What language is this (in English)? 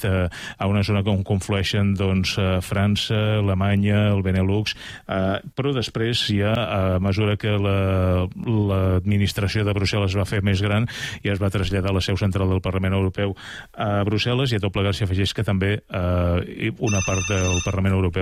Catalan